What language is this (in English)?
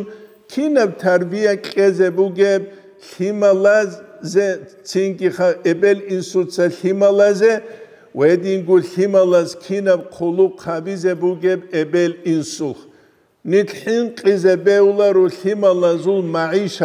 Avaric